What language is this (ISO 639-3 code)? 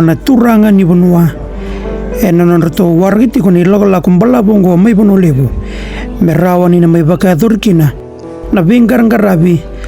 fij